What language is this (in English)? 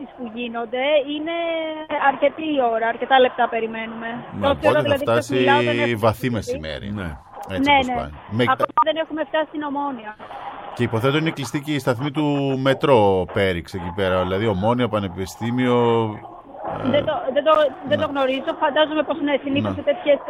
Greek